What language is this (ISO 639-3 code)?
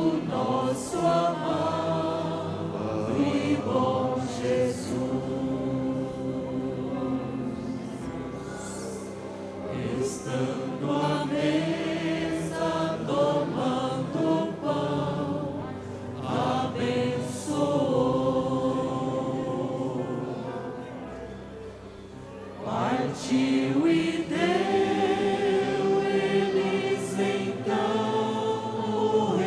por